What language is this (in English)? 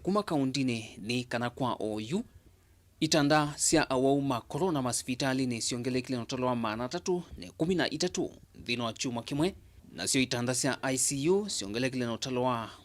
Kamba